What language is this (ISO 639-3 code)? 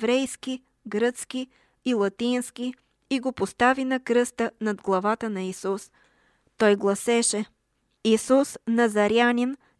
bul